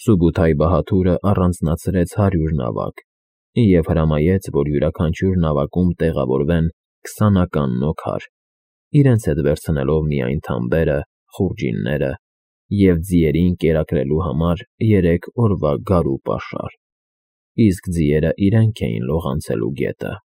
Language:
Armenian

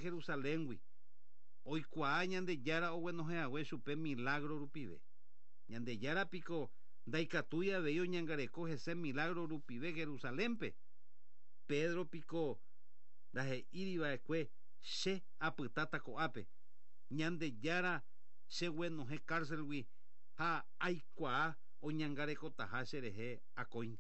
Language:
Guarani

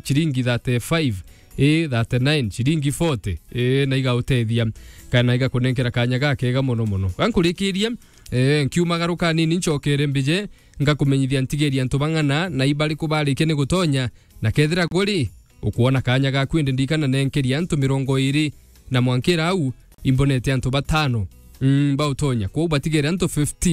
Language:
Meru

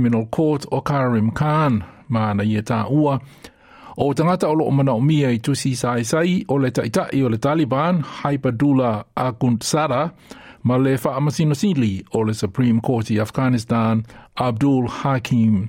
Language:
Samoan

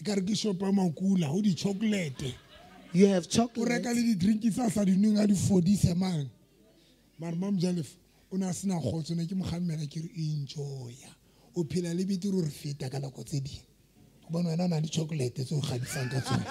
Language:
Southern Sotho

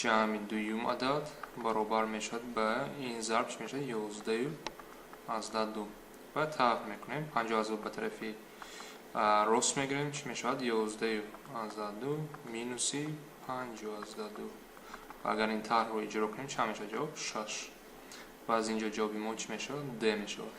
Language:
Tajik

